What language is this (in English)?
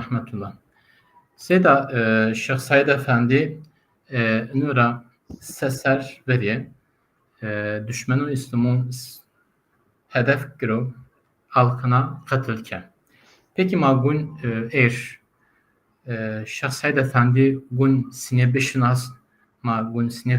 Zaza